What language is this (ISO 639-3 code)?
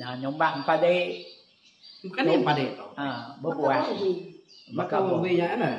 iba